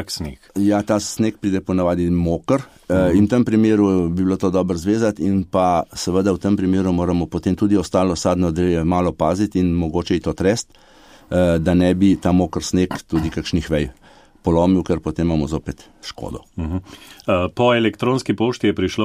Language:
Slovenian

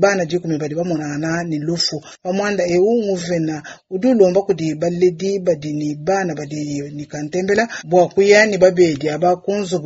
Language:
Luba-Lulua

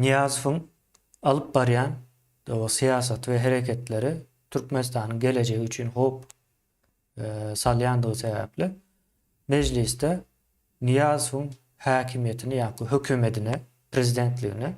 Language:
Turkmen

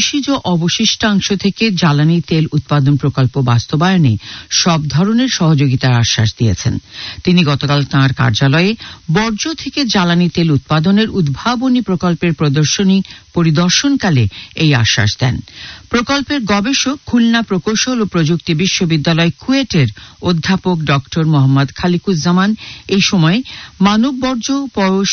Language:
Bangla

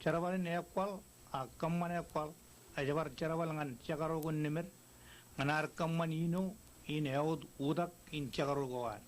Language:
Marshallese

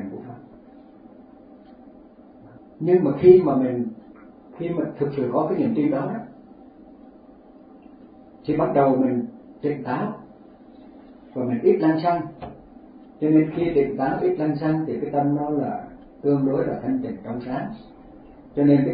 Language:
Vietnamese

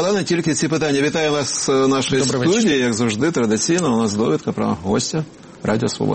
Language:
Ukrainian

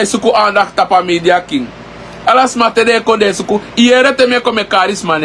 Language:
Sranan Tongo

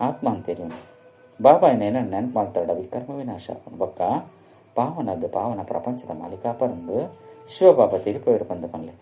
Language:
Tulu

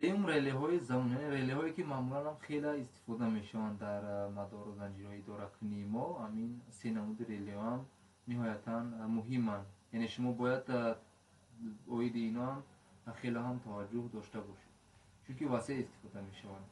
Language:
Tajik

